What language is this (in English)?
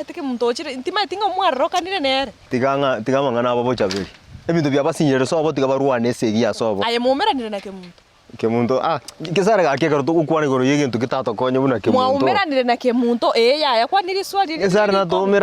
Gusii